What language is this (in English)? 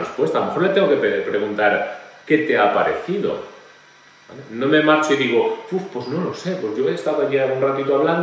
Spanish